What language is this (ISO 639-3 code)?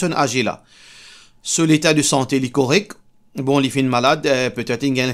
mfe